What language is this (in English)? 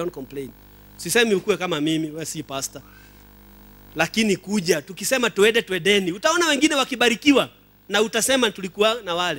Swahili